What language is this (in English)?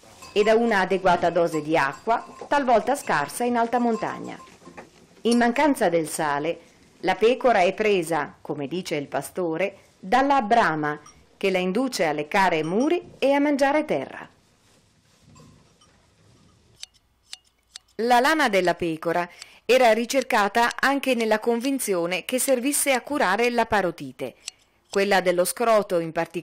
Italian